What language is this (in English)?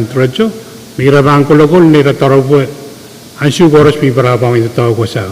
Pohnpeian